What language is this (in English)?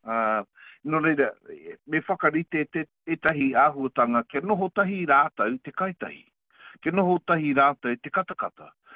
Māori